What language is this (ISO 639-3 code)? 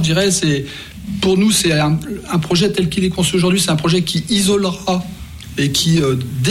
fra